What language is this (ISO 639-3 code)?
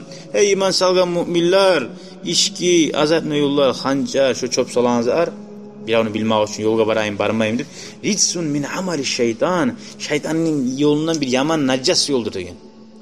kum